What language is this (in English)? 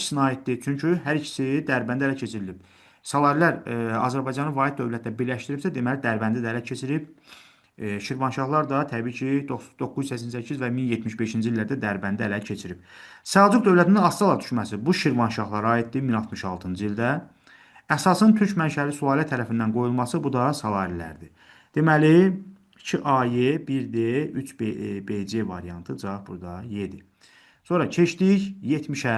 Azerbaijani